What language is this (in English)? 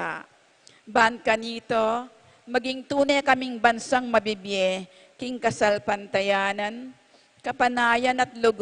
Pampanga